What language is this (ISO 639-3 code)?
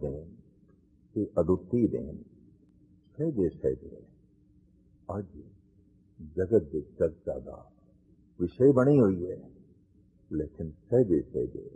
pan